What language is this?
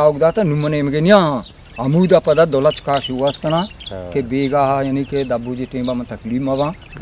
Eastern Balochi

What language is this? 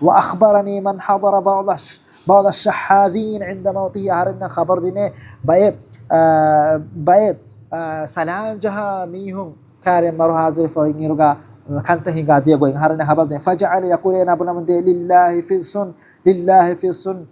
Divehi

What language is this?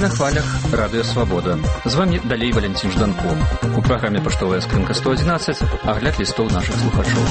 Belarusian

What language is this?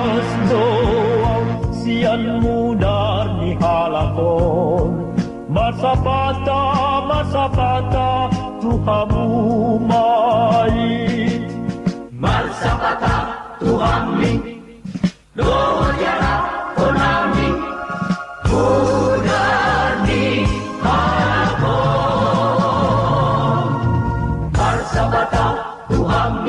Batak Toba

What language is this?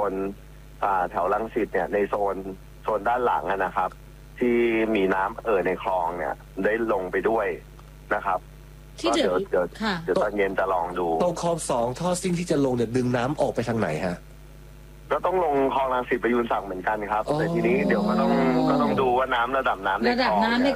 Thai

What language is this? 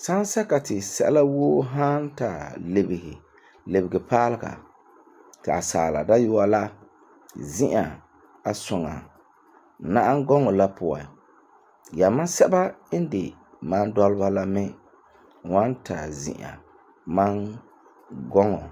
Frafra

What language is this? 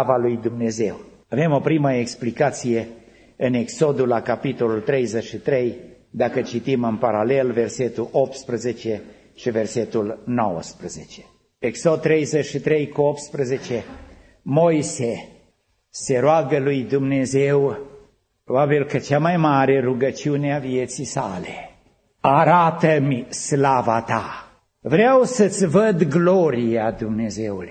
Romanian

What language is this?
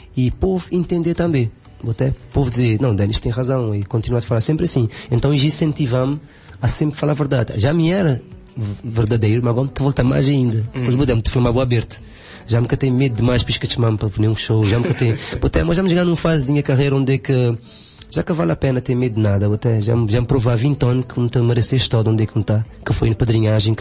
Kabuverdianu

